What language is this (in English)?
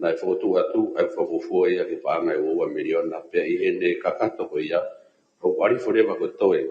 Tongan